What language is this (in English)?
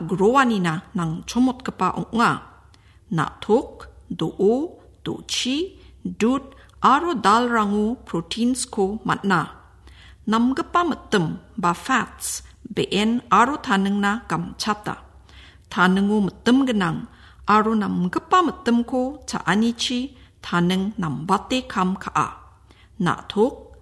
Garo